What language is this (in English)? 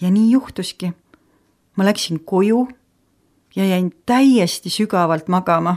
Estonian